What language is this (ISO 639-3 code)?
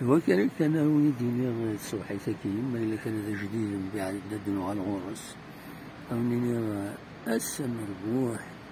kab